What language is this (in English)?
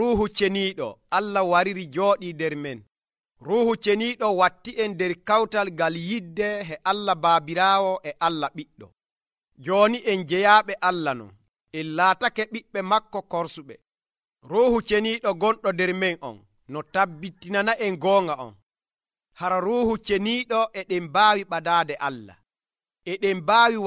Nigerian Fulfulde